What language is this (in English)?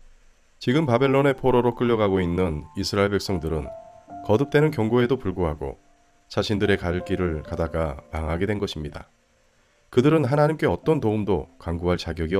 Korean